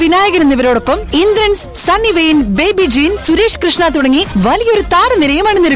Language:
Malayalam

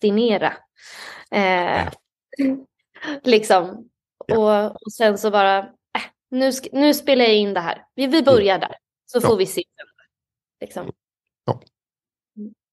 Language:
Swedish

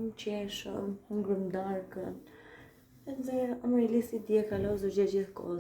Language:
Albanian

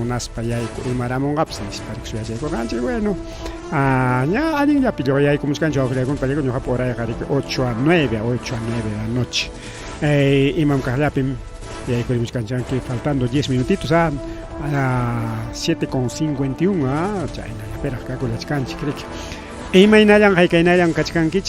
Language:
Ayacucho Quechua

